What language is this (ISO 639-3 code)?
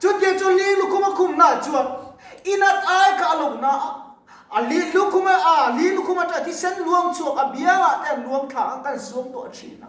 lus